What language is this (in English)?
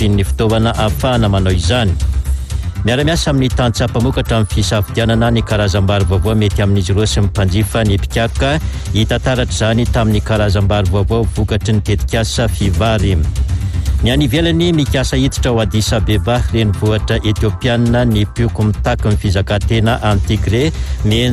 Malagasy